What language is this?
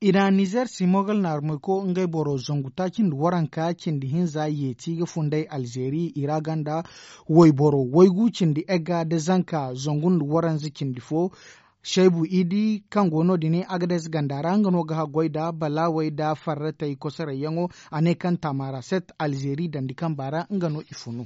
Zarma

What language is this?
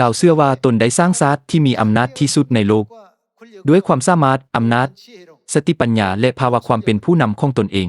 Lao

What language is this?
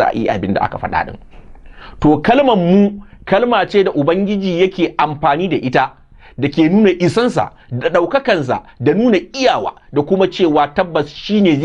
Hausa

